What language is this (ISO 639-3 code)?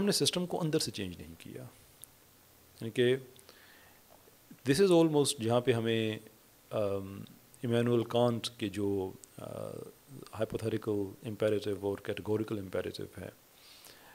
urd